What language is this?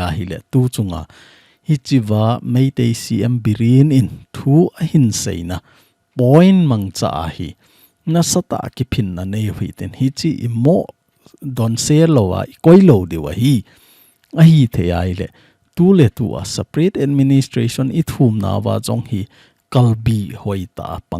Thado Chin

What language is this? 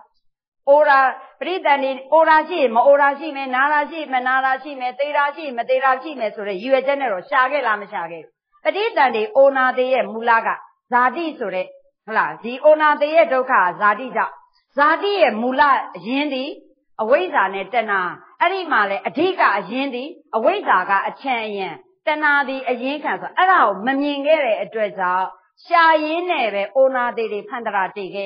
Burmese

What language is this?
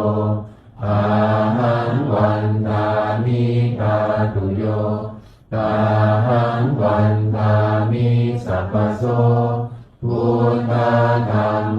Pali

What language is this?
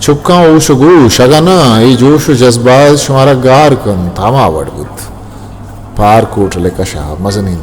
Eastern Balochi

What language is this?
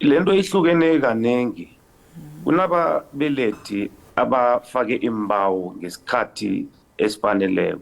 Zulu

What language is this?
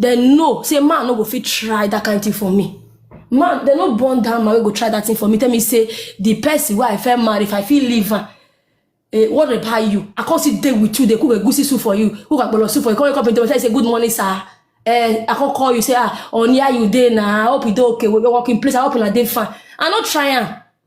Nigerian Pidgin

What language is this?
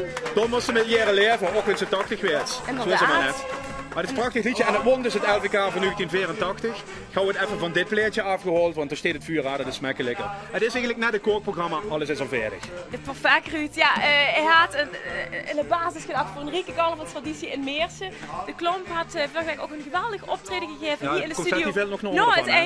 Limburgish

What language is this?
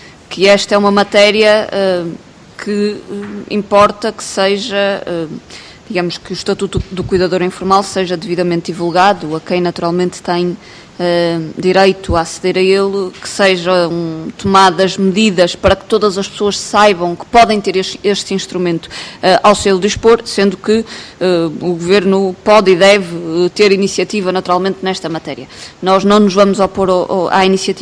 Portuguese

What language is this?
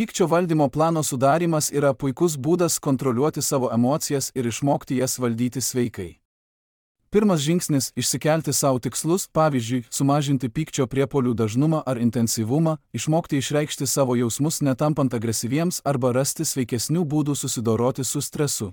Lithuanian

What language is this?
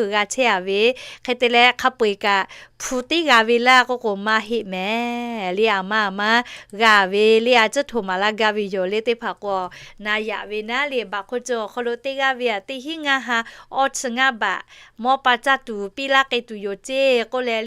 Lahu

